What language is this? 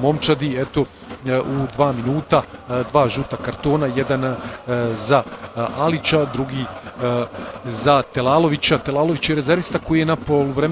Bosnian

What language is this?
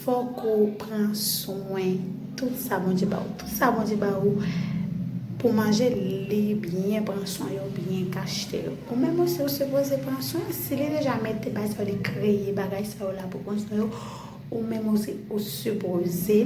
Haitian Creole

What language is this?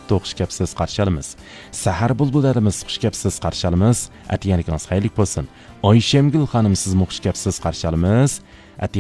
Uyghur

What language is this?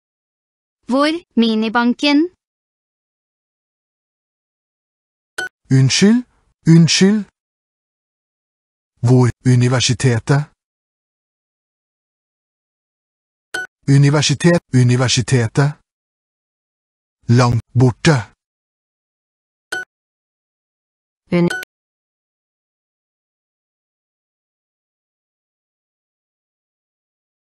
Norwegian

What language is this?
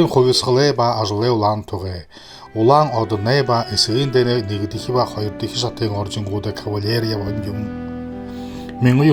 Buriat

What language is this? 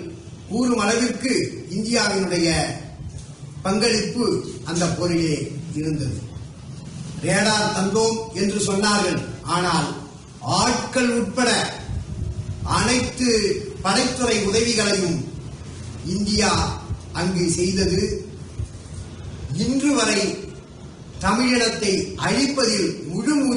Tamil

